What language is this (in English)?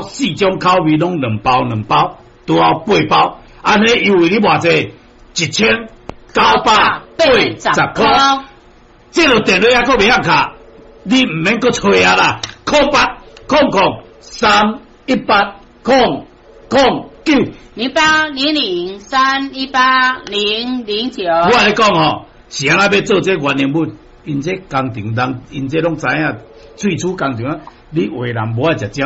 Min Nan Chinese